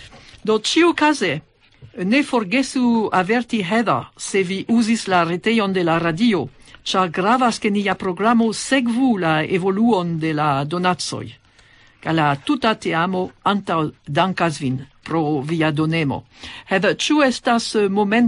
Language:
Esperanto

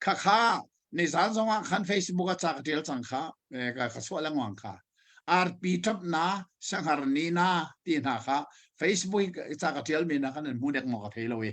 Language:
Hakha Chin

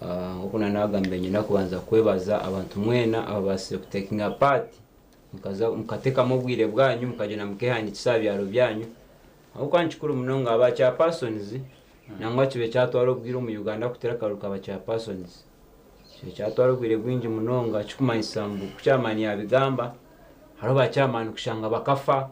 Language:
Nyankole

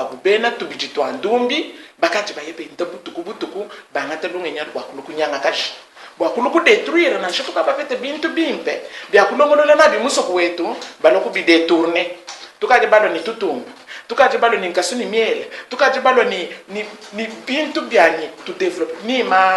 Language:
Luba-Lulua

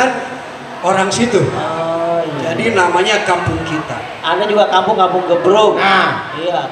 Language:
Betawi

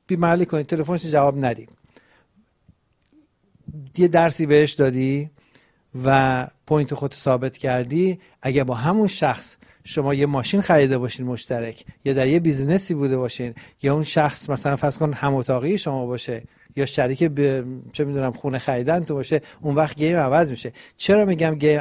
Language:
Persian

